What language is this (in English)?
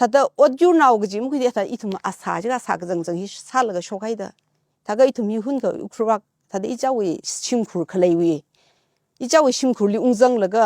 Tangkhul Naga (India)